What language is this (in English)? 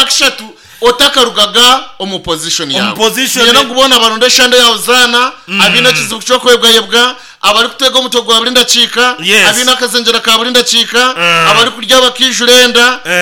Nyankole